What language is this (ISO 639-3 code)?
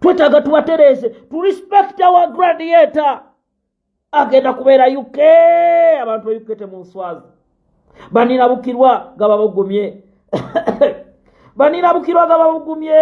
lug